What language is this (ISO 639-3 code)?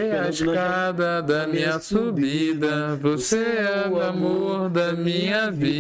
por